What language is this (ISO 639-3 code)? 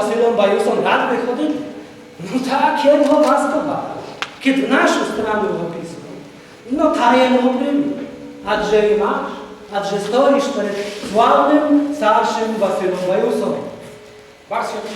rue